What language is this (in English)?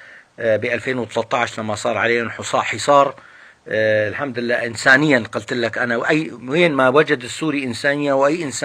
North Levantine Arabic